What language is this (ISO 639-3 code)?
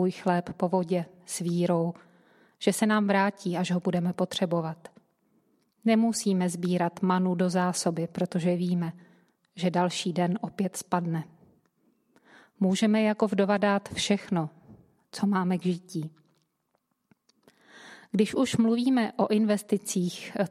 ces